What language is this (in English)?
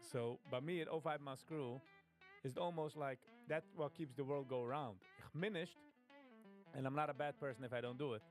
Yiddish